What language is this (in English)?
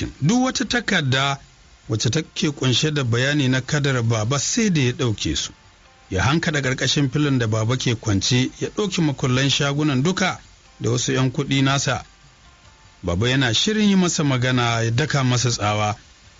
Hausa